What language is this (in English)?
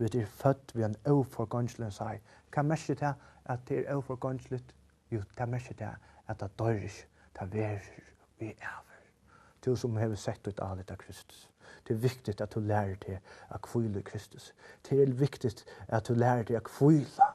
Faroese